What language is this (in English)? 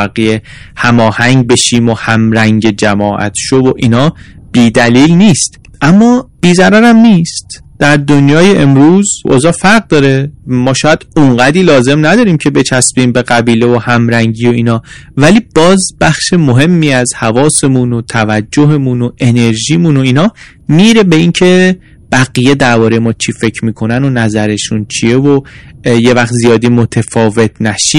Persian